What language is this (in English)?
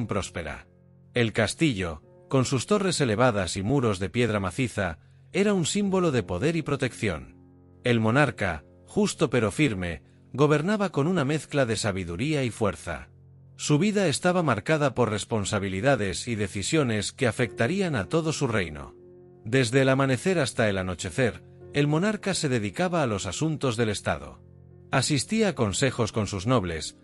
Spanish